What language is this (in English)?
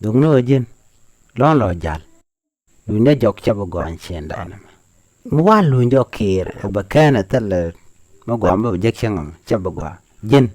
Nuer